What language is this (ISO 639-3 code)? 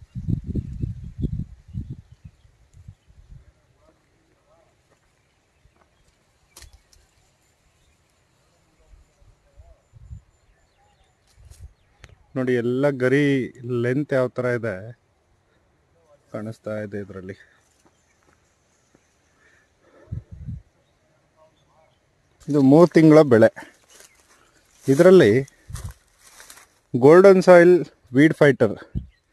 kan